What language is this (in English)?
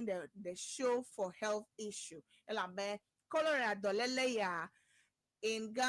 Ewe